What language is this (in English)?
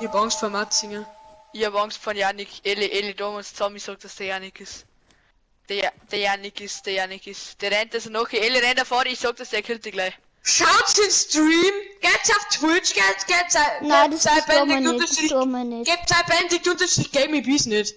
Bavarian